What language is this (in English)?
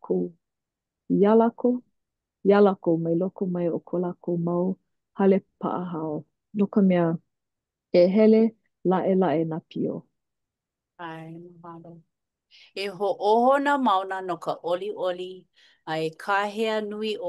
Hawaiian